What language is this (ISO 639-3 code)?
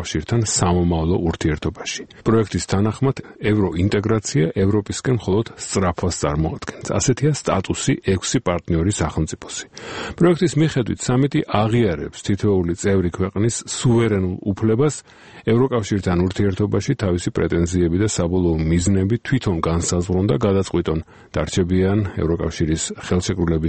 kat